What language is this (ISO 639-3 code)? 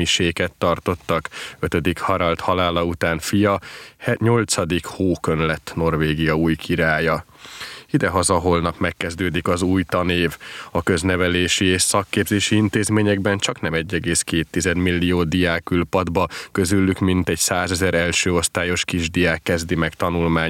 hun